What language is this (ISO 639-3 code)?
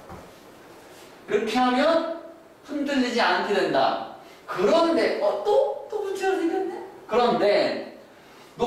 kor